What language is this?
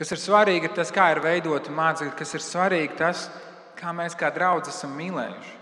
Latvian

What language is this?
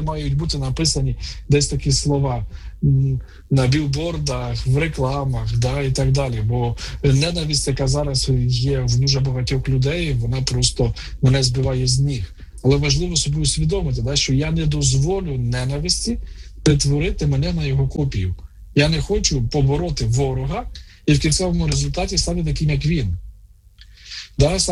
Ukrainian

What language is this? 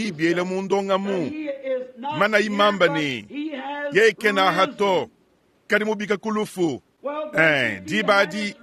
Luba-Lulua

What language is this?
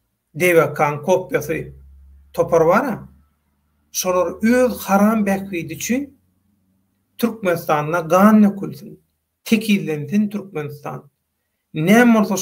Turkmen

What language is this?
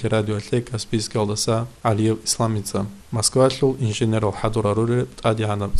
Avaric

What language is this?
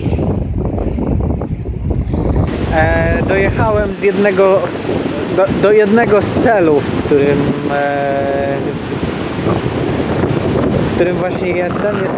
Polish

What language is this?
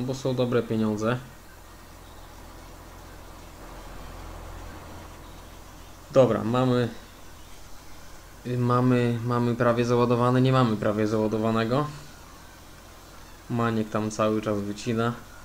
Polish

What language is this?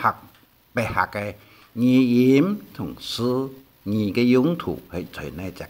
Hakka Chinese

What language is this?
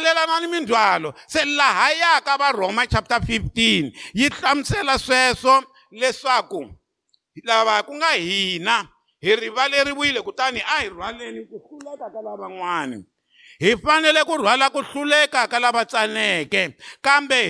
Tsonga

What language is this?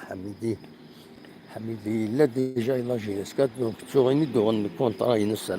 Kabyle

